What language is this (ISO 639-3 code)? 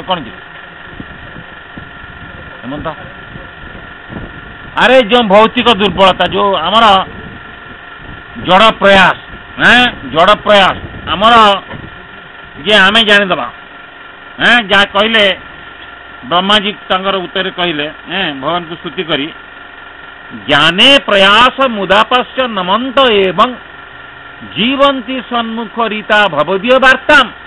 ori